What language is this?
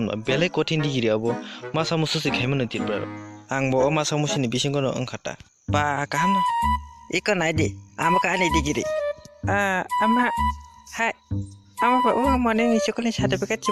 Kok Borok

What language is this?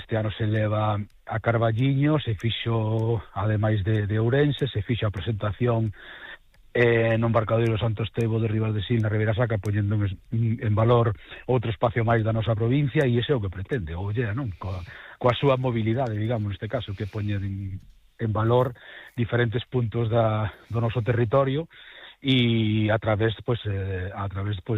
Galician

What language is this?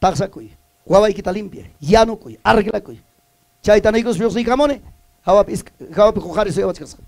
Ayacucho Quechua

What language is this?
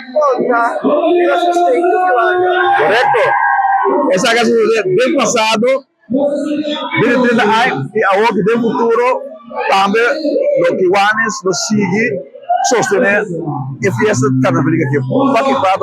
Papiamento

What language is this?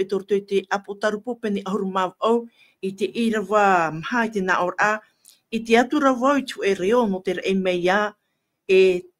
Tahitian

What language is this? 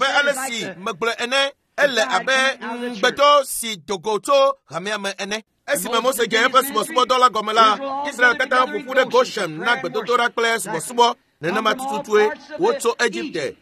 Ewe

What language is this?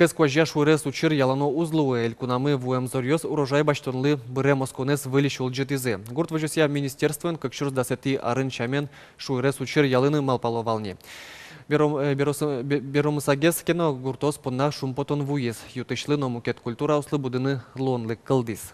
Udmurt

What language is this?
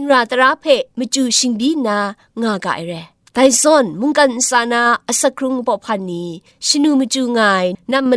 Kachin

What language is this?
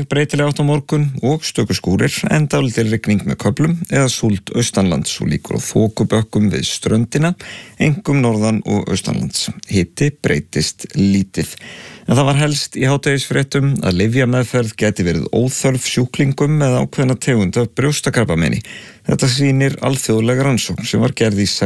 Icelandic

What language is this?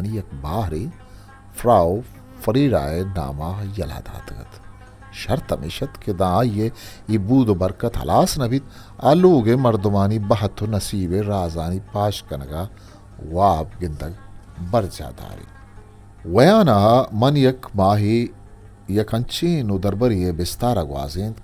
Eastern Balochi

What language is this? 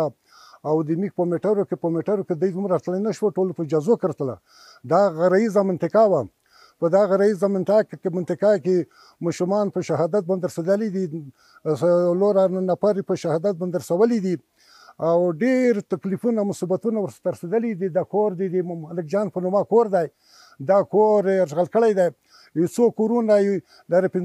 Pashto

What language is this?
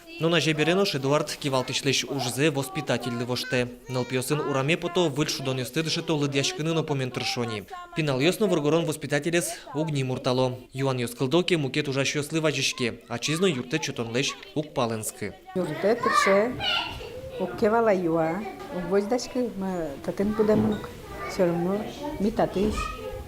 Udmurt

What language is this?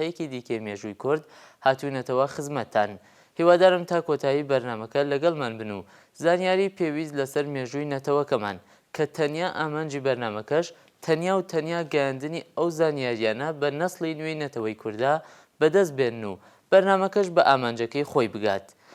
Central Kurdish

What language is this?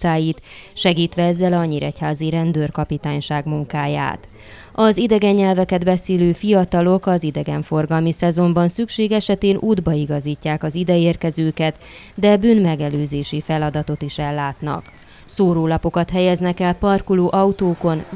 Hungarian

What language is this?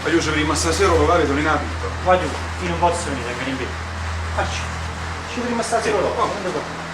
Neapolitan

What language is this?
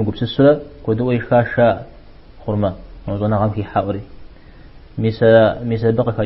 Kabardian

